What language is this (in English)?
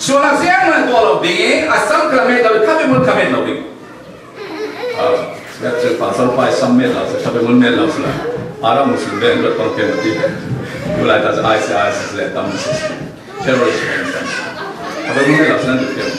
Falam Chin